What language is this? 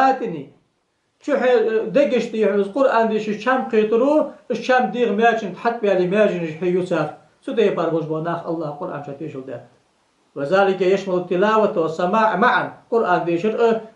Ingush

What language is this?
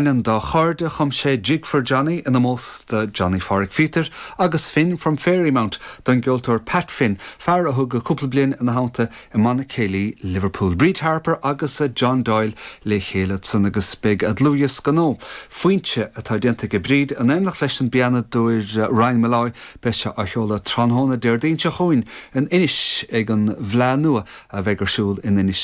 Irish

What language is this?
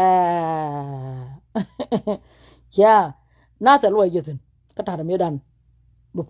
Nuer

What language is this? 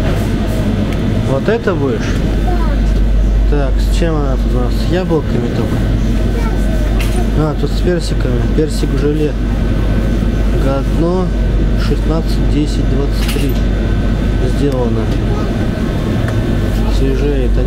Russian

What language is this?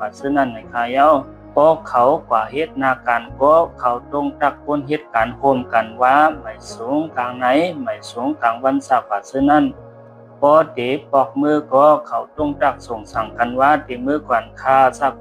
Shan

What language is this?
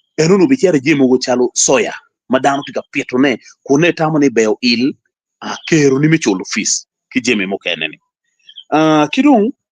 Acoli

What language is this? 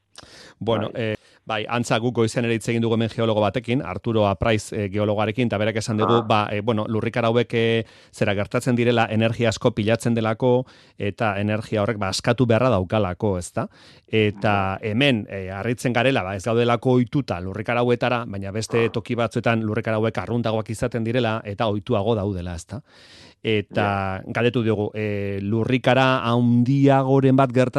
Basque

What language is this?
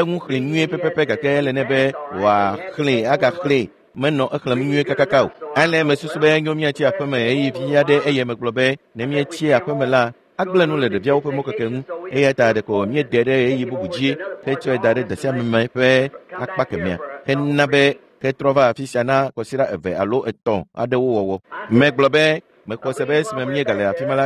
Ewe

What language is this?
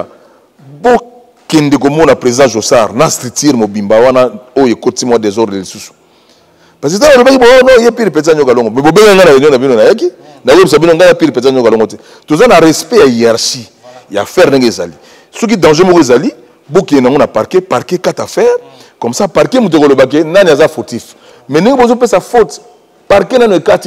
Lingala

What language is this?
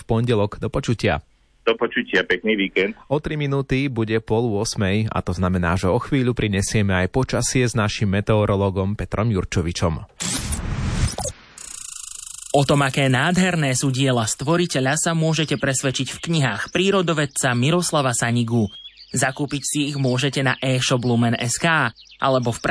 Slovak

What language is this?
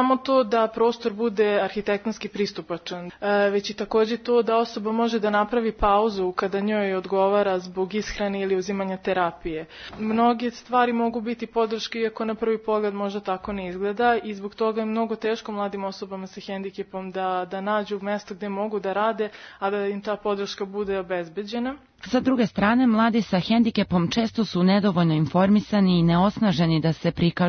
Serbian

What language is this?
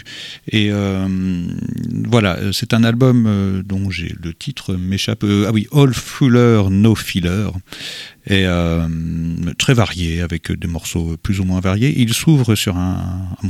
French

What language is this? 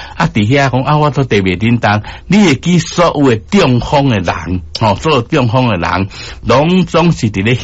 Min Nan Chinese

